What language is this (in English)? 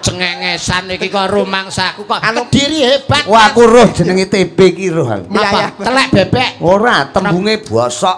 Javanese